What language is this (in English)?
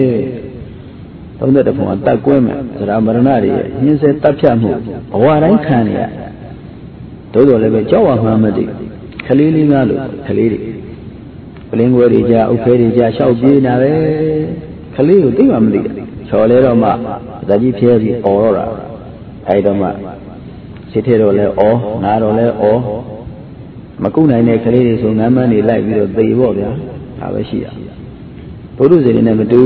Burmese